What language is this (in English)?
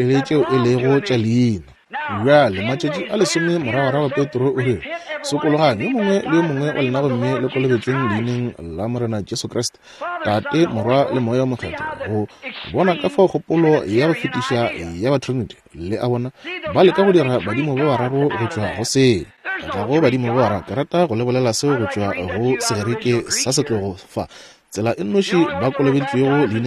Northern Sotho